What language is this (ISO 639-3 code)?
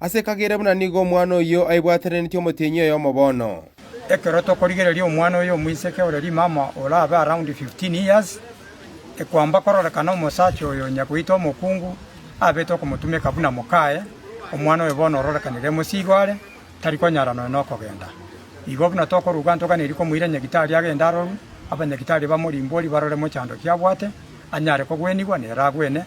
guz